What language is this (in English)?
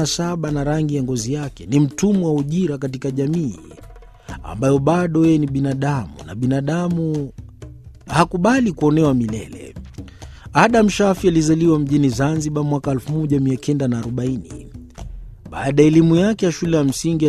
Swahili